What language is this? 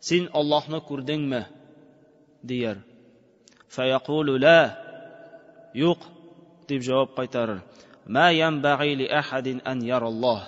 Tatar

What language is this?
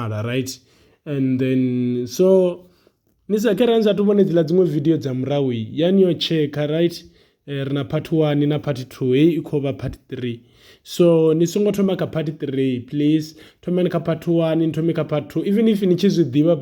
Venda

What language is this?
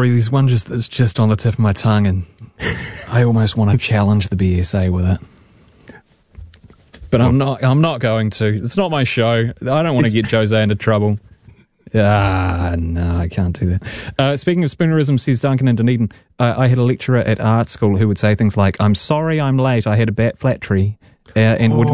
English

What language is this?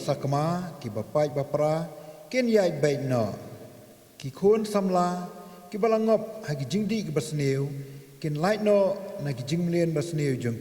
Khasi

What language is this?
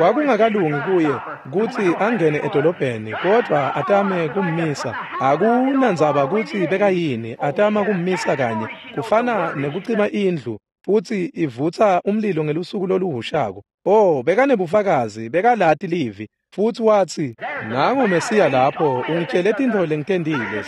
Swati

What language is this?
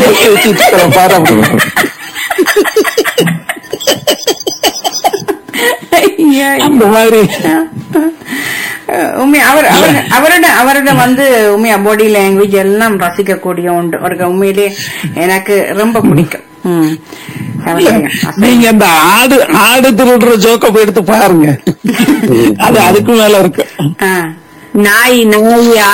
Tamil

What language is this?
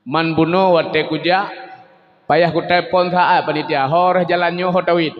Achinese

